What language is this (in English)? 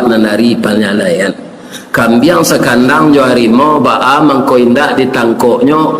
Minangkabau